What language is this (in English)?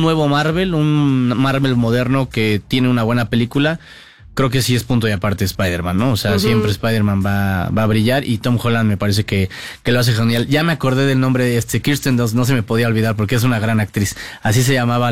Spanish